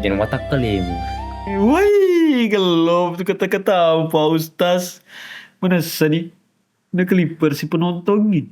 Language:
Buginese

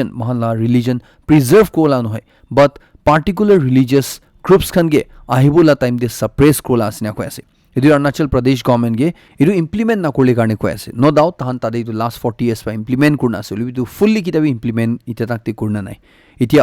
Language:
Naga Pidgin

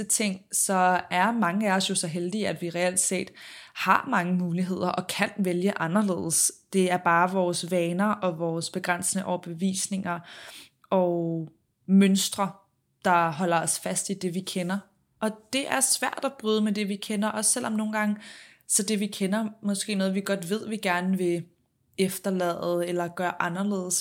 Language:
Danish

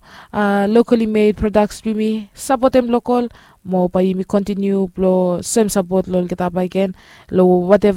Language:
Bislama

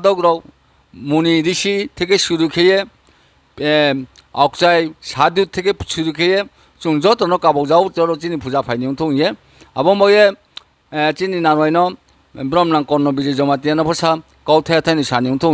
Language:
Riang (India)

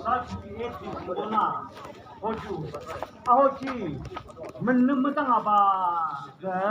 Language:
Yimchungru Naga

